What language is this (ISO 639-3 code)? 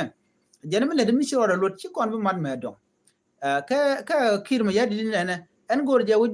nus